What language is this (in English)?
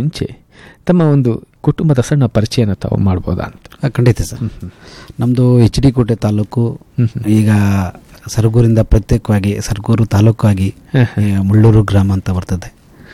Kannada